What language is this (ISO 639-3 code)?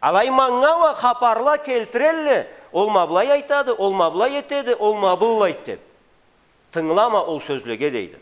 krc